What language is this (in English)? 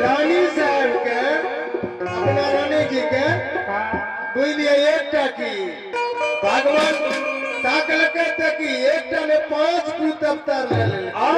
Maithili